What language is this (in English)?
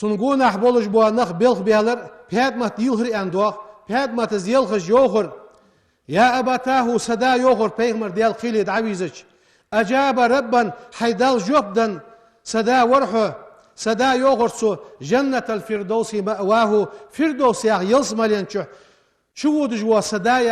Ingush